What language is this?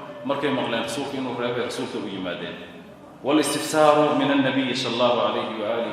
Somali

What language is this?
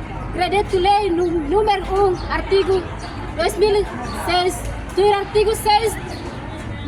Tetum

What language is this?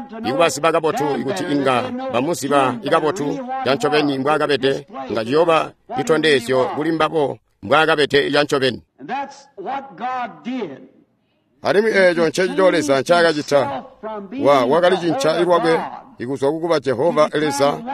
Tonga (Zambia)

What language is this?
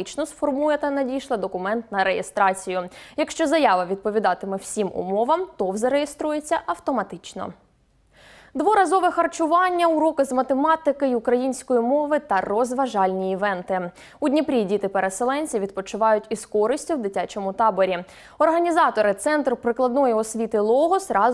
Ukrainian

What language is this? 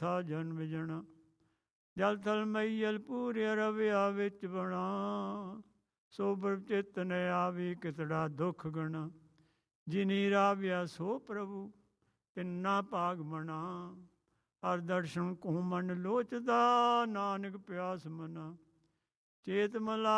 Punjabi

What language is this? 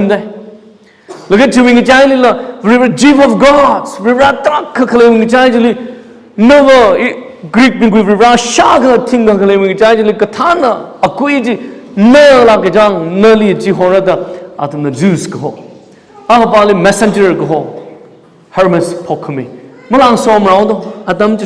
Tangkhul Naga (India)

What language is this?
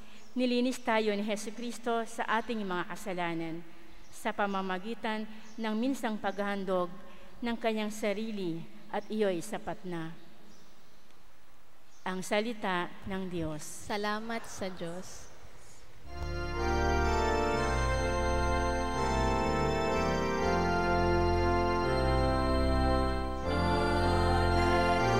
Filipino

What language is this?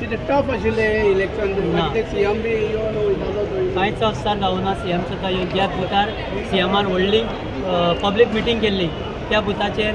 Konkani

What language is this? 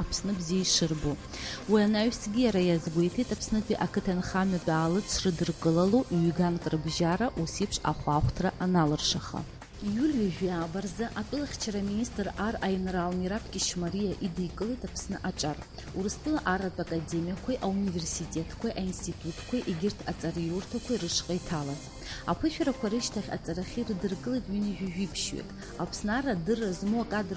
Abkhazian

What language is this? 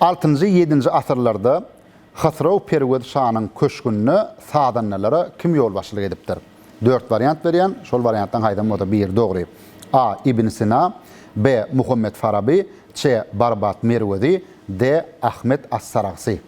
Turkmen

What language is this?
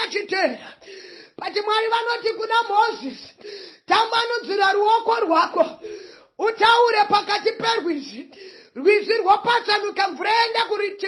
Shona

